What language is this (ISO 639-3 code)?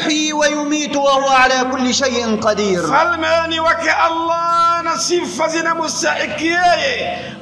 swa